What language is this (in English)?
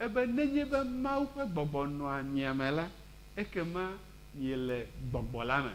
Ewe